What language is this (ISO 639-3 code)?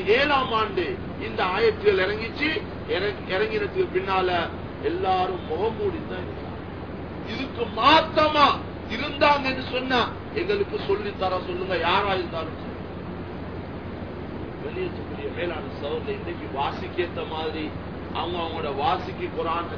tam